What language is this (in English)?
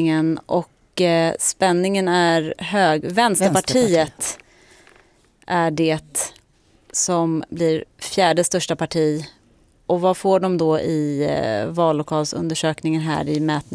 Swedish